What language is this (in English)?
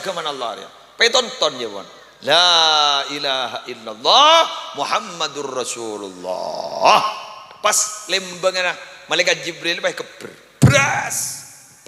Madurese